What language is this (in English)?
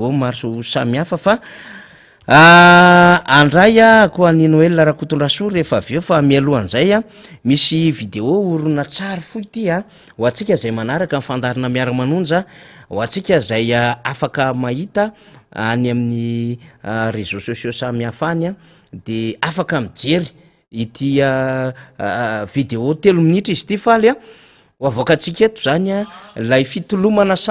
Malagasy